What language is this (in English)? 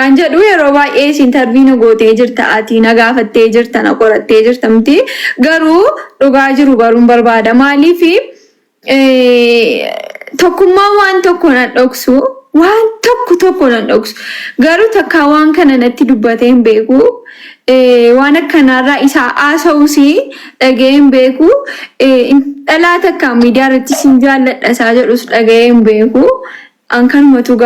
Oromo